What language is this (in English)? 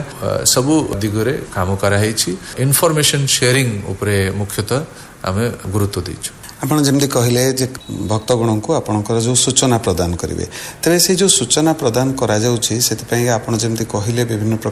Odia